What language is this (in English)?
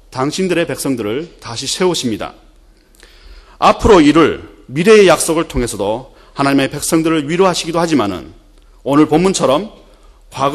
Korean